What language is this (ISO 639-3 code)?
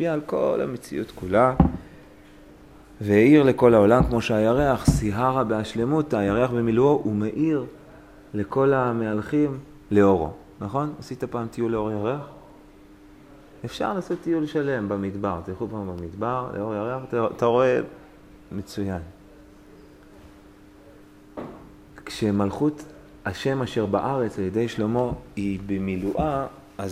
heb